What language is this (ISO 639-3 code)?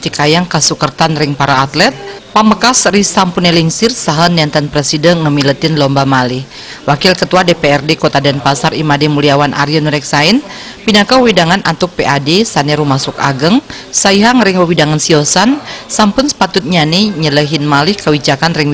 ban